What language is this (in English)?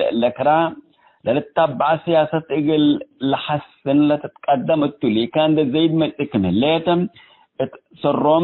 Tigre